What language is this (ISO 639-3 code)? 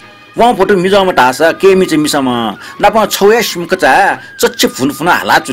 new